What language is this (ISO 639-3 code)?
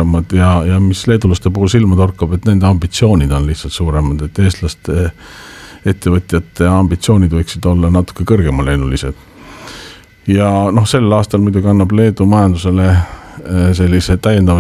est